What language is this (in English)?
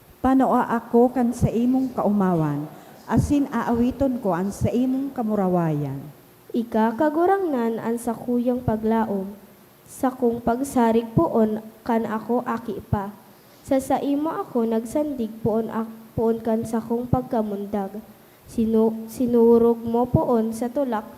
Bikol